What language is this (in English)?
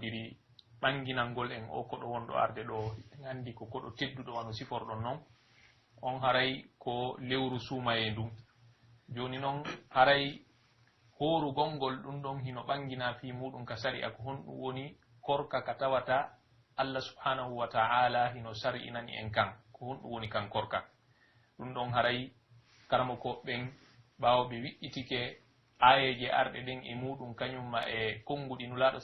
Pular